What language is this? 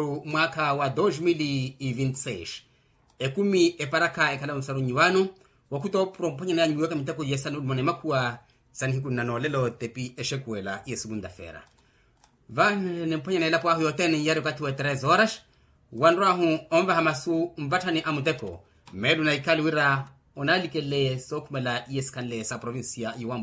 Makhuwa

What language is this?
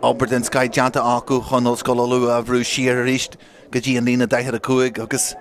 Irish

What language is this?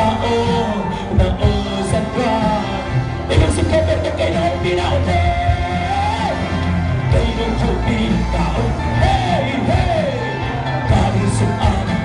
Tedim Chin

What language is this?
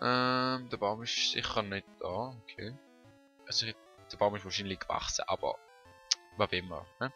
Swiss German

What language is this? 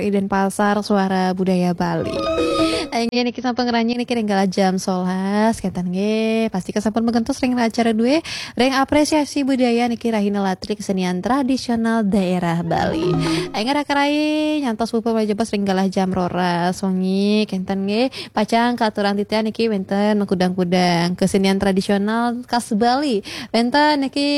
Balinese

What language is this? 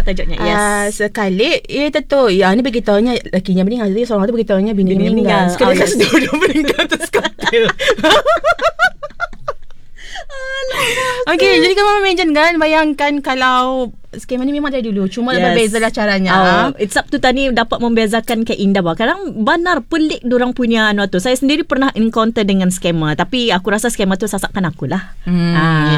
Malay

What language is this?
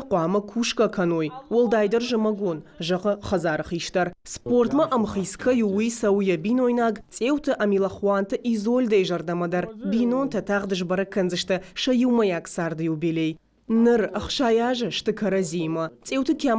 Ossetic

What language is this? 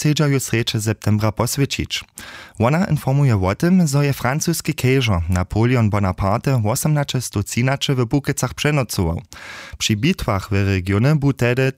Upper Sorbian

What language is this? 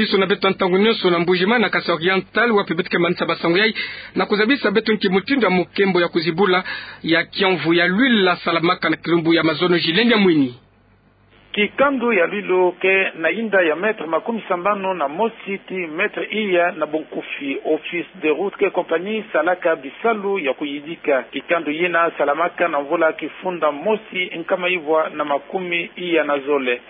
Kituba (Democratic Republic of Congo)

